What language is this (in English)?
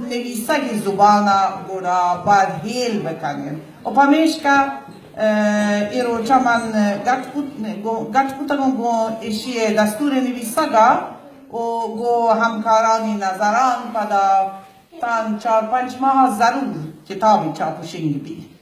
Baluchi